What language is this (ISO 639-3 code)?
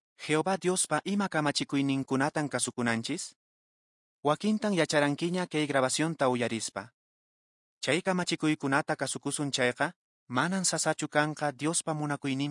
que